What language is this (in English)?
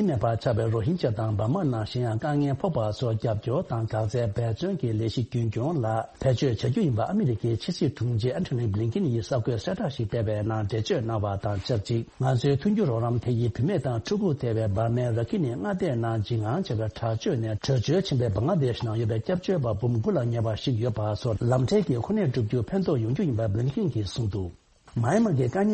Tibetan